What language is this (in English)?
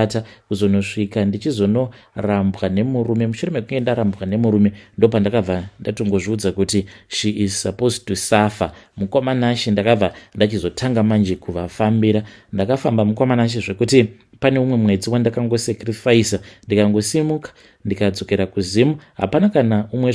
Shona